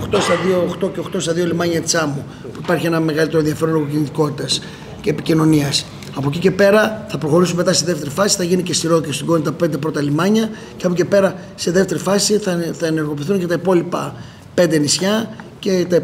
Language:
Greek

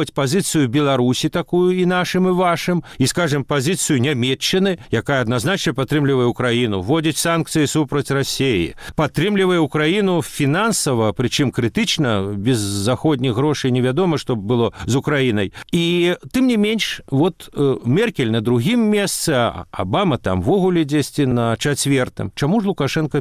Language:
Belarusian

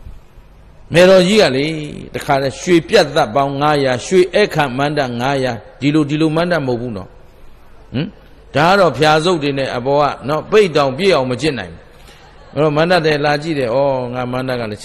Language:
Burmese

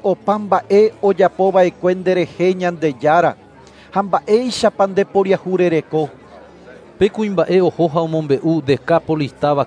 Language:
Guarani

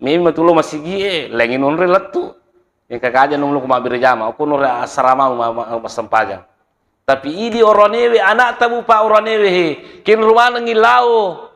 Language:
Buginese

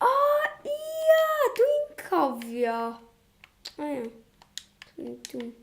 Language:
Welsh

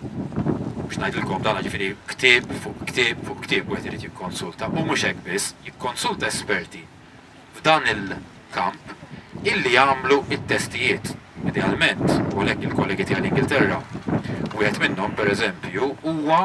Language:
Maltese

